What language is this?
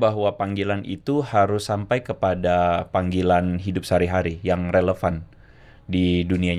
Indonesian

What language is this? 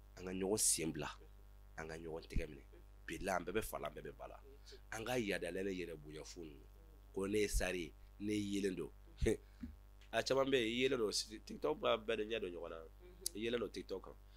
Bambara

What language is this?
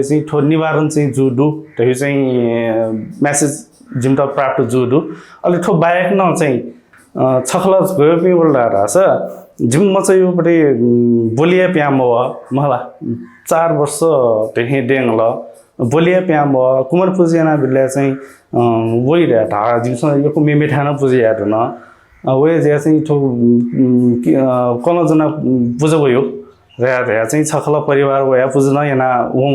Newari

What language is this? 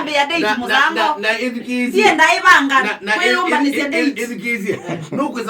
Kamba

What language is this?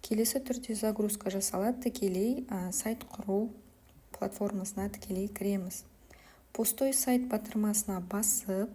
Kazakh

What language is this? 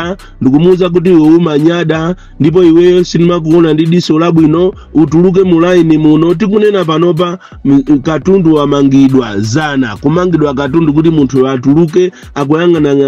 Nyanja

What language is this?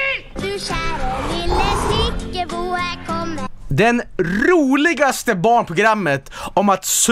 Swedish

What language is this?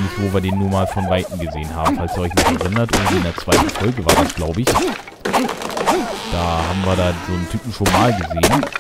German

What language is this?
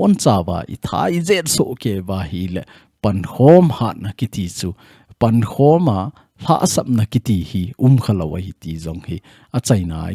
Thado Chin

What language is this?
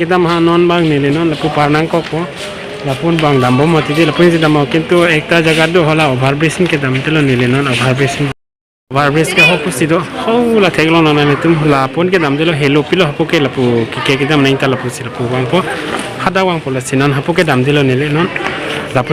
Karbi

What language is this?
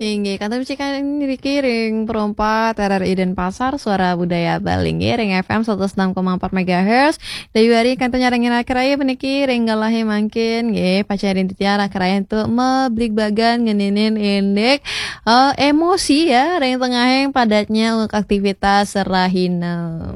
Balinese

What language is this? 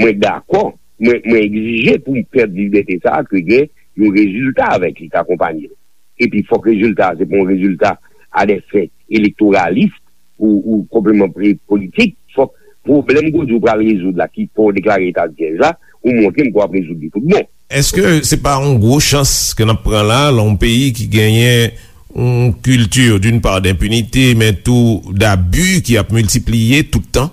Haitian Creole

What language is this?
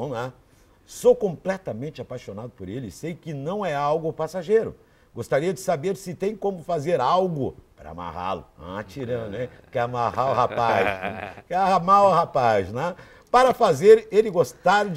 Portuguese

